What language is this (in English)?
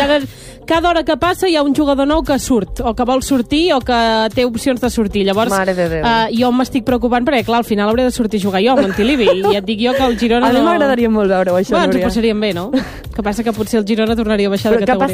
Catalan